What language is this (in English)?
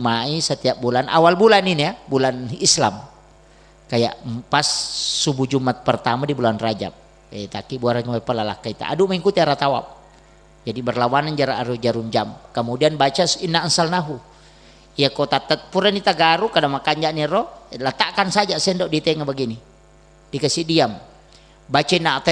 Buginese